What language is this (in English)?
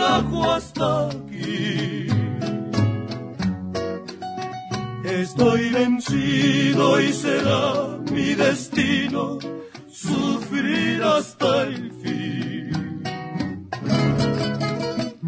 Spanish